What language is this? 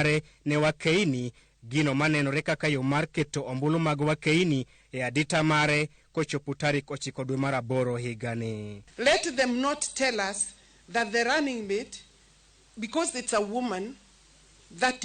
Luo (Kenya and Tanzania)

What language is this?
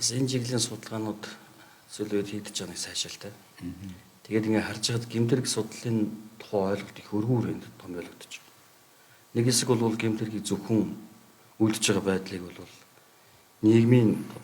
Mongolian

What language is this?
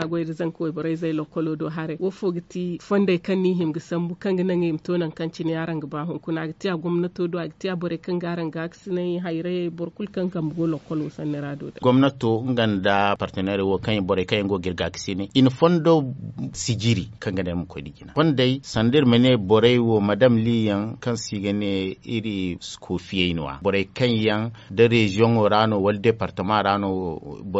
Zarma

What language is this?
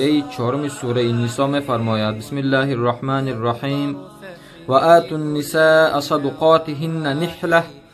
Tajik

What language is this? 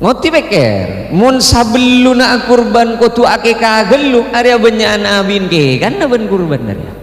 Madurese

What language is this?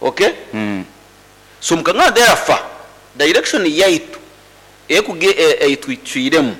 Nyoro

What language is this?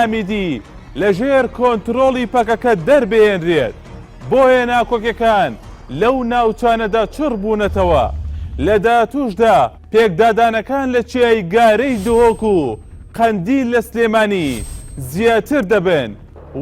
Central Kurdish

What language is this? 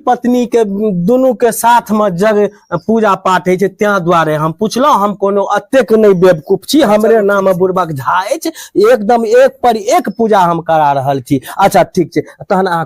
Maithili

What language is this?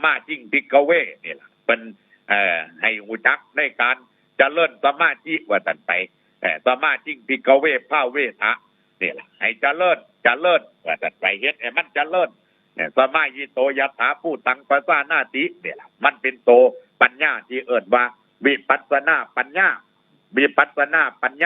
Northeastern Thai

